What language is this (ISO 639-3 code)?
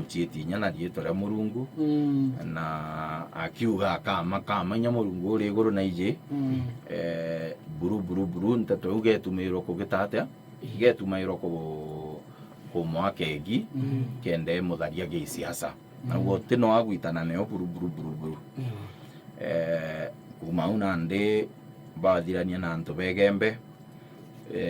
mer